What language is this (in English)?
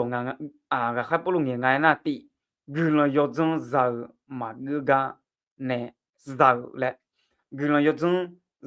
Akha